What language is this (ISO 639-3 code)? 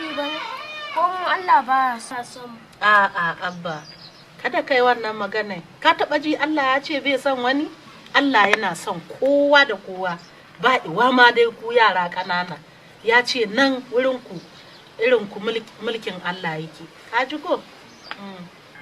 hau